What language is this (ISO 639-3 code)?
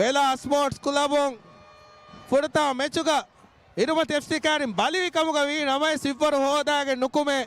div